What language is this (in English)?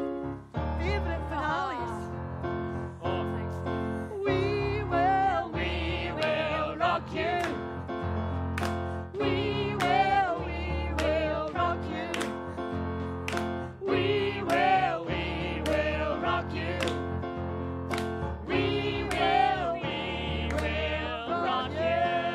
English